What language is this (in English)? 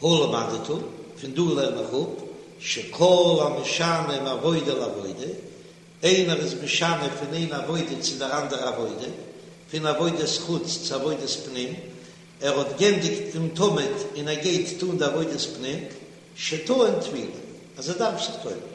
Yiddish